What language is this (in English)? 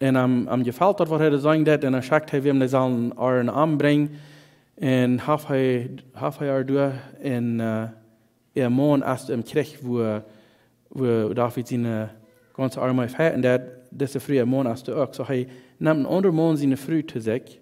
Plautdietsch